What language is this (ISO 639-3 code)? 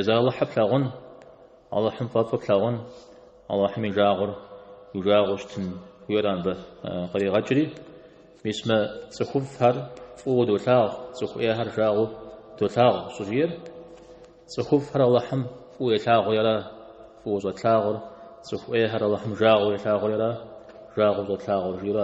kbd